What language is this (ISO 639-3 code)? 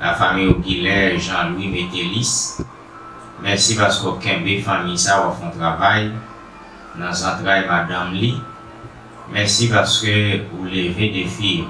hat